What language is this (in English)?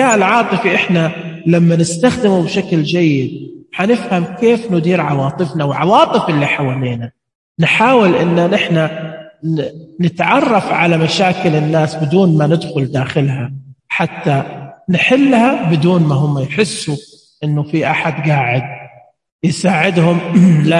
Najdi Arabic